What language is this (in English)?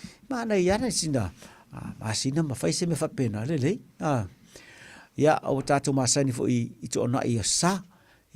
Samoan